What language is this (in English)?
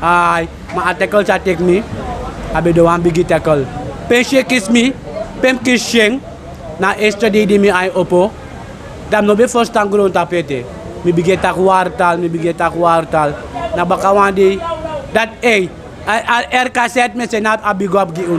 Sranan Tongo